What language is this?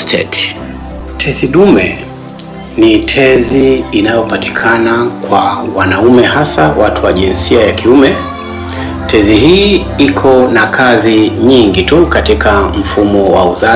Swahili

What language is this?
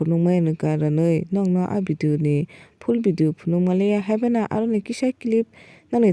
Kok Borok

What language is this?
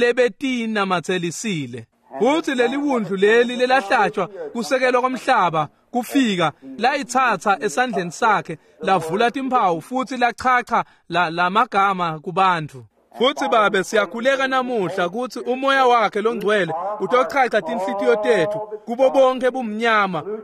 Swati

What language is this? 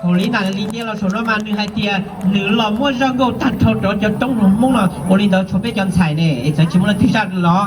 Hmong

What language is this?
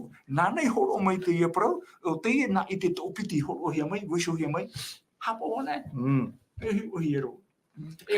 Tahitian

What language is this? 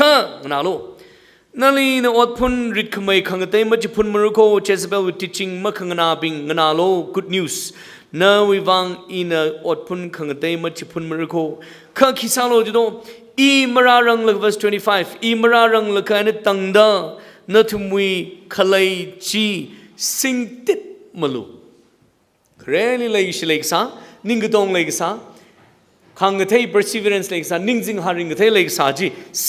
Tangkhul Naga (India)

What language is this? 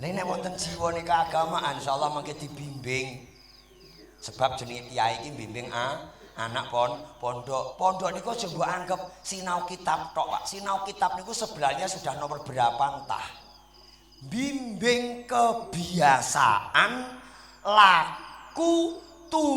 Javanese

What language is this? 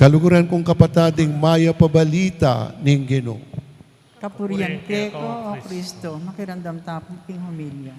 Pampanga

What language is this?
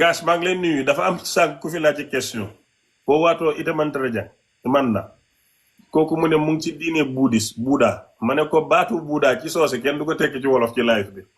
Wolof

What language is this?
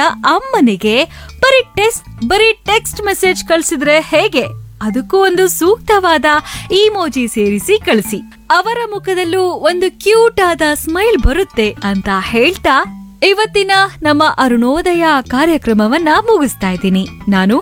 Kannada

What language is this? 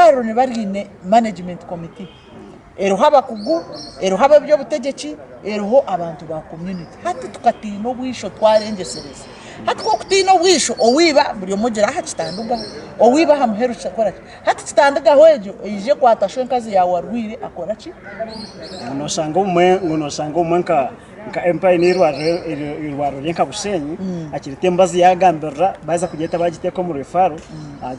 Nyankole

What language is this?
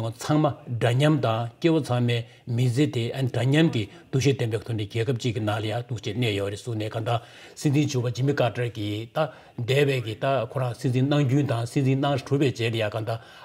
Tibetan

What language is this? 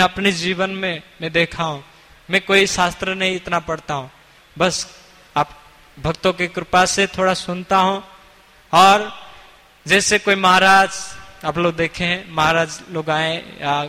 Hindi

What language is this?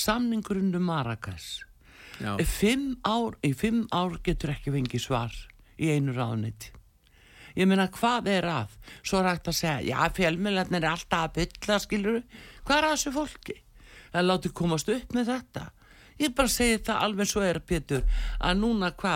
Icelandic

